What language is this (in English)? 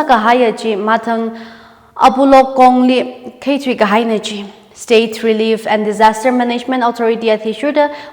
Tangkhul Naga (India)